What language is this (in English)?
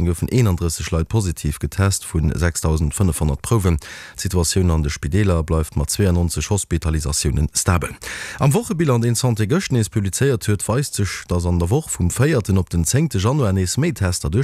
Luxembourgish